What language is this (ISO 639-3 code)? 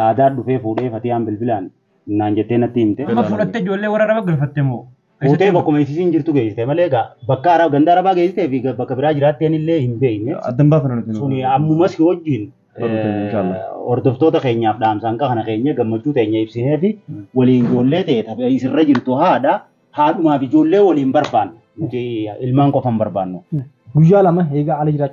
orm